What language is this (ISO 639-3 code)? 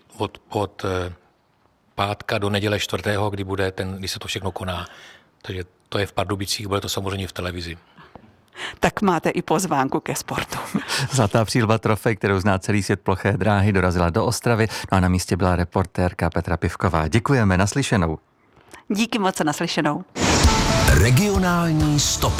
ces